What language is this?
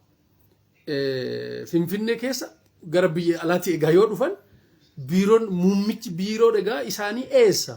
Oromo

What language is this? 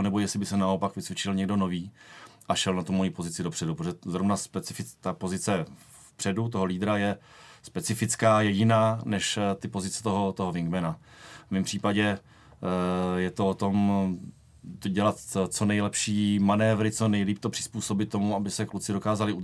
Czech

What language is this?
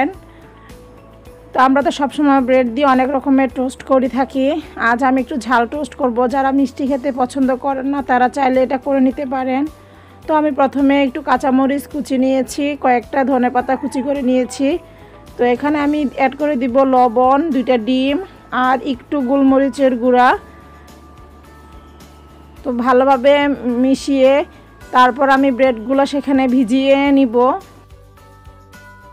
Bangla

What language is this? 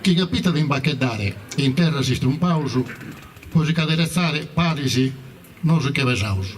Sardinian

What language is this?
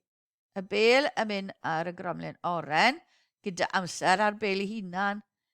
Welsh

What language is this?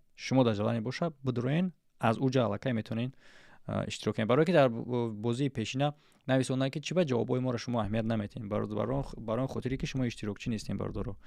Tajik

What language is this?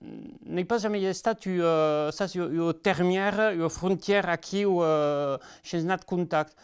Occitan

